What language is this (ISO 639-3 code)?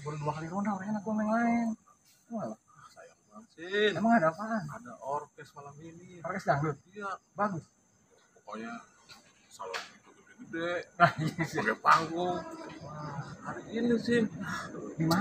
bew